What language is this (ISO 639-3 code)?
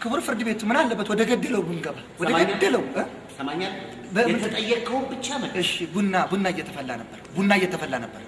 amh